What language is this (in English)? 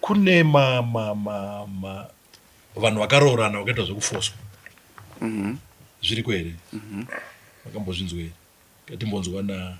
Shona